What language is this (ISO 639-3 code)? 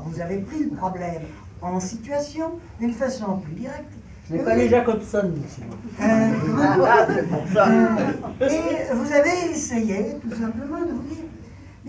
fra